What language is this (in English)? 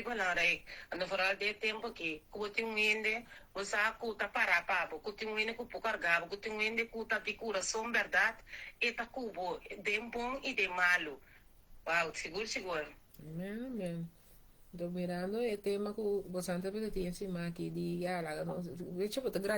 Papiamento